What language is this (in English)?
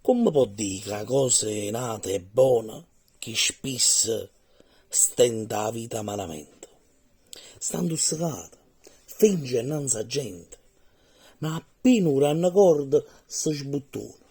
Neapolitan